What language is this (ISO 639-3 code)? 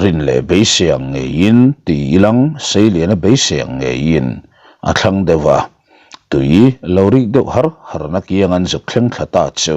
lus